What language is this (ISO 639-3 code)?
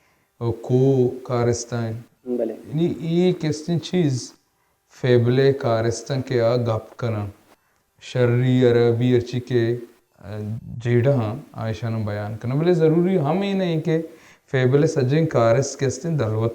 bal